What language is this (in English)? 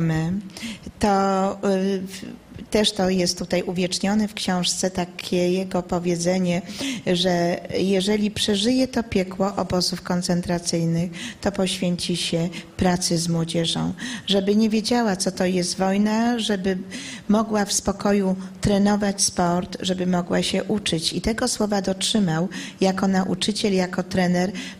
Polish